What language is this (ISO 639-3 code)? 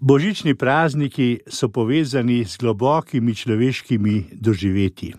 slv